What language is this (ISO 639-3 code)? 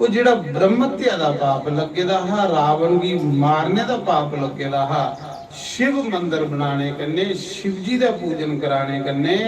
doi